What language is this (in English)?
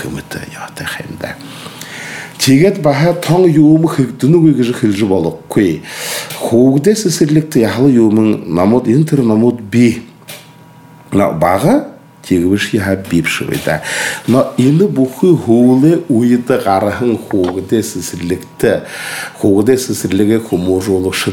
Buriat